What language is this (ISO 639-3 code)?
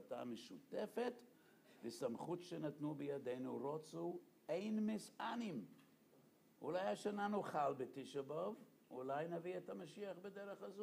heb